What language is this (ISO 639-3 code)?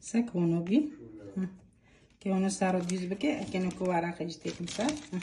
kur